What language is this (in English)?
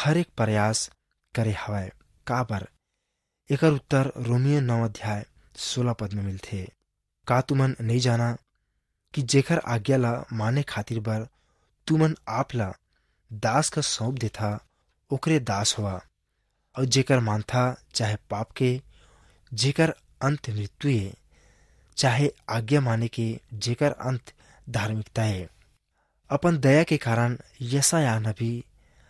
Chhattisgarhi